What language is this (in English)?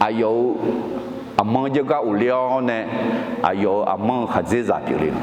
Akha